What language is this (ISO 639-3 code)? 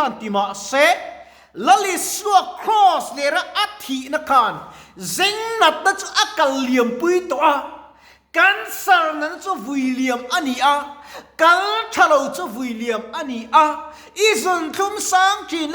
lus